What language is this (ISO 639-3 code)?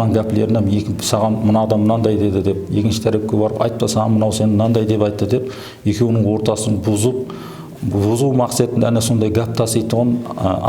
kaa